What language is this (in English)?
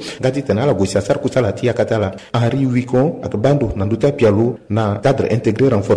Sango